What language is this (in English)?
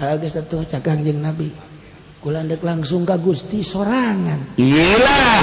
Sundanese